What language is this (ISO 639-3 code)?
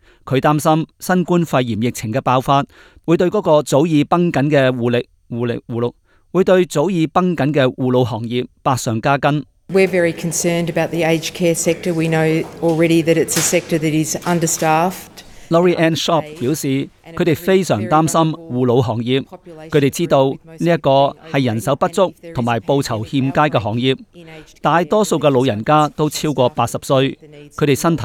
yue